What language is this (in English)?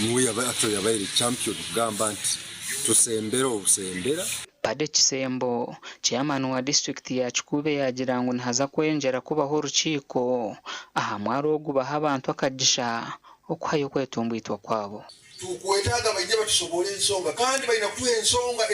Nyankole